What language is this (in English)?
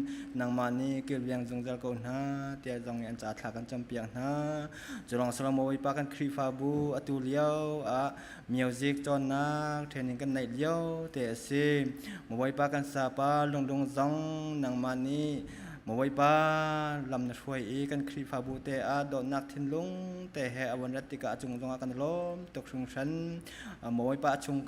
Hakha Chin